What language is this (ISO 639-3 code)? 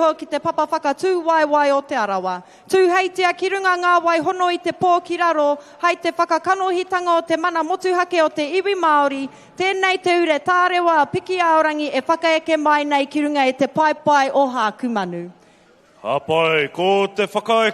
mri